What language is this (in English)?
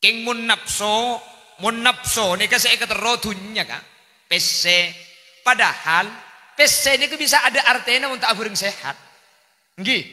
Madurese